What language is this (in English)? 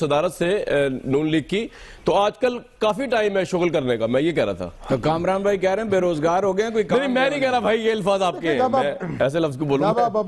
Urdu